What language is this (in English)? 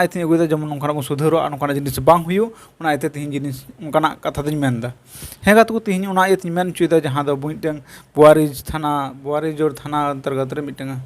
Santali